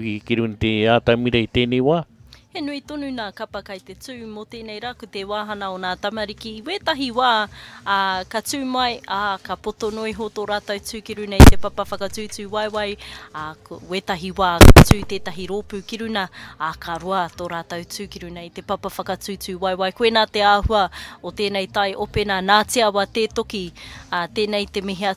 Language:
Māori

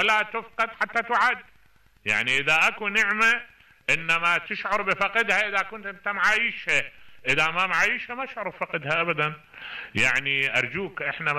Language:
Mesopotamian Arabic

